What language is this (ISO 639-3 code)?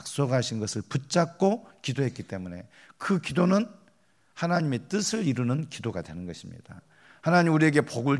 kor